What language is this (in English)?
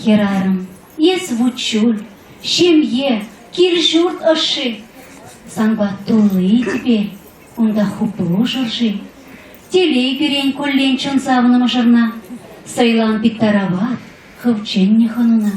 Chuvash